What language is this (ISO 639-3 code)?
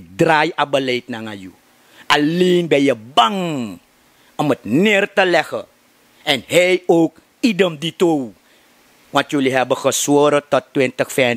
srn